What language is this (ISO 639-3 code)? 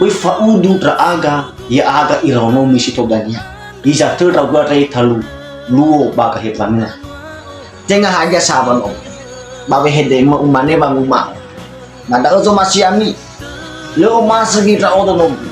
nia